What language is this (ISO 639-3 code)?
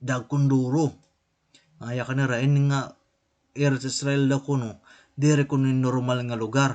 war